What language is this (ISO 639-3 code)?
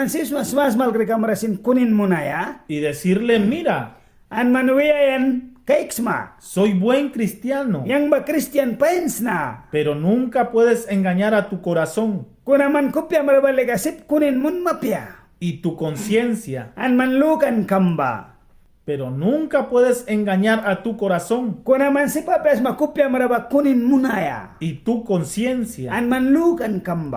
miq